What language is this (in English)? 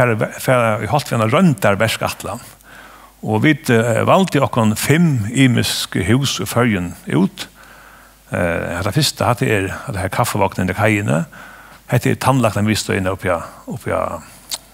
Faroese